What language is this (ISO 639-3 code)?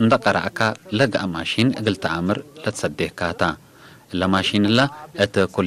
tig